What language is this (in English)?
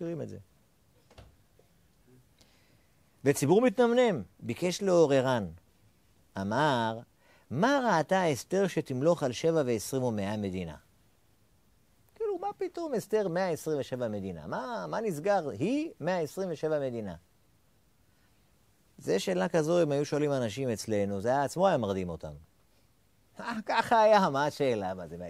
Hebrew